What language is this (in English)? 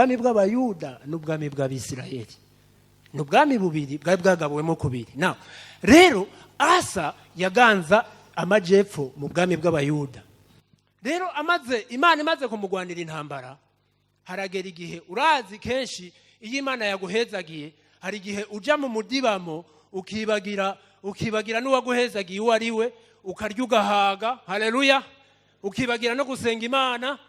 Rundi